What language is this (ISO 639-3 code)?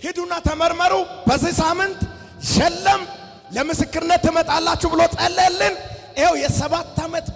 amh